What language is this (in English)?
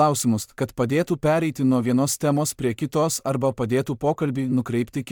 Lithuanian